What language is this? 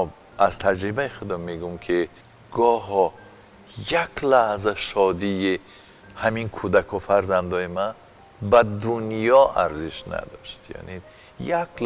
Tajik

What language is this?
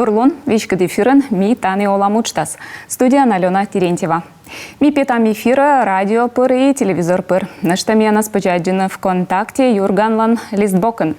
Komi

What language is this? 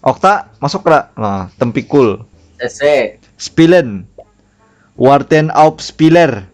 Banjar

